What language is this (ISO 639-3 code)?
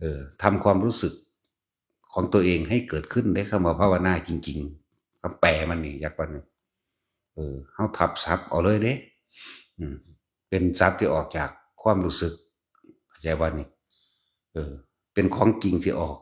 tts